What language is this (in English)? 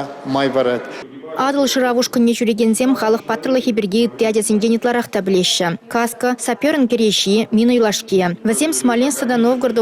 Chuvash